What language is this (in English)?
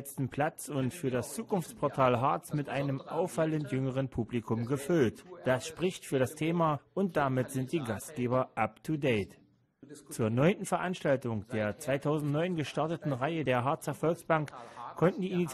German